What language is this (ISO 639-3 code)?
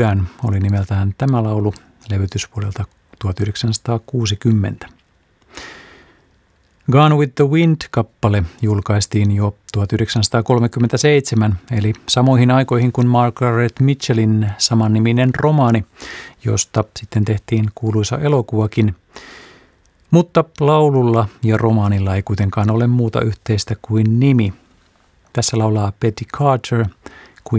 fin